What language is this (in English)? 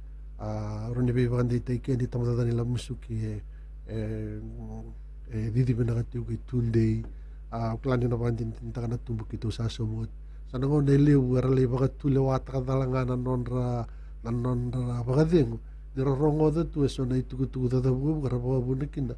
Fijian